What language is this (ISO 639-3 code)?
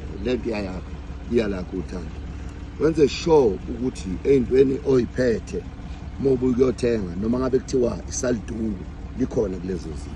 zul